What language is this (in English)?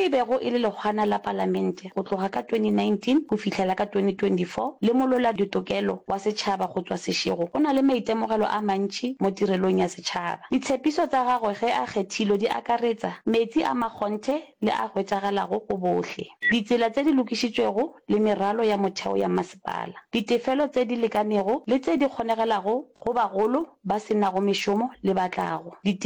Northern Sotho